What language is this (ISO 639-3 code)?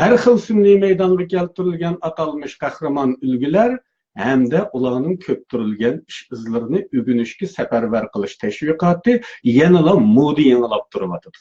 uig